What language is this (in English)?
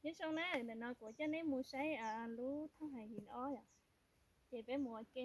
Hmong